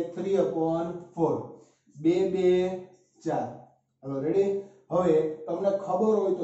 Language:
Gujarati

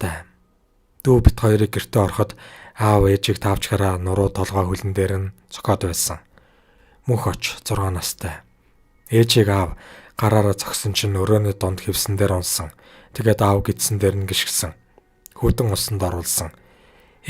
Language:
Mongolian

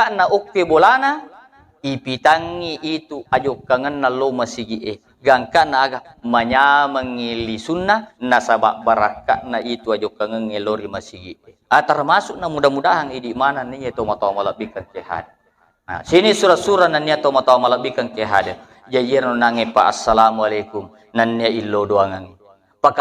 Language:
Buginese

